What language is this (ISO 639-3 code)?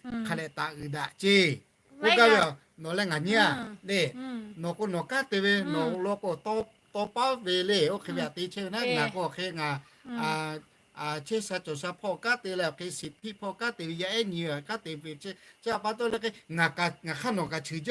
lhu